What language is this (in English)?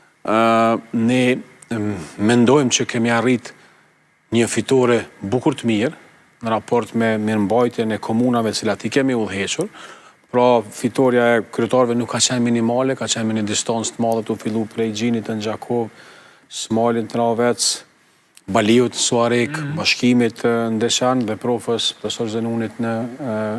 Albanian